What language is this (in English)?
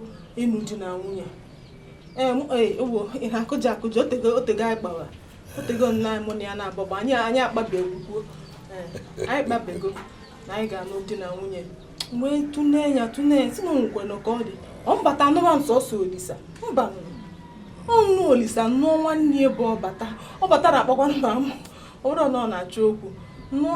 Igbo